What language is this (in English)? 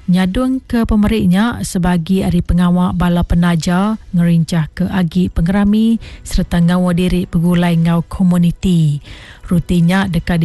Iban